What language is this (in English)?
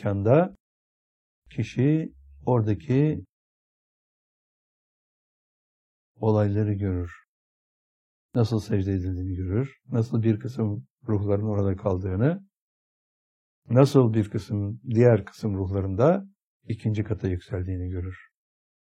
Turkish